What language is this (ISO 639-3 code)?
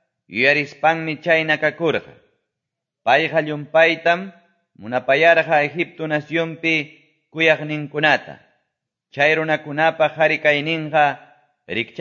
que